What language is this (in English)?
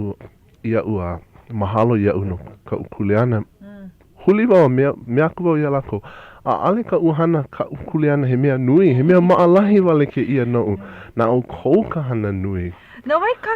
Hawaiian